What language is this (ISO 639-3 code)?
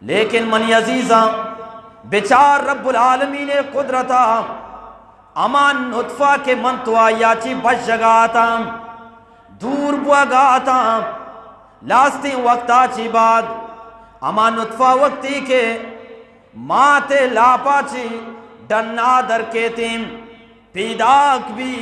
bgp